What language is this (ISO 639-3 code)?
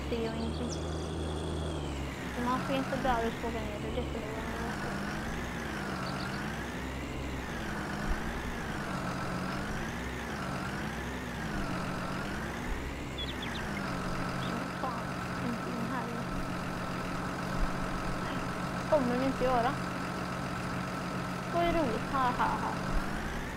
swe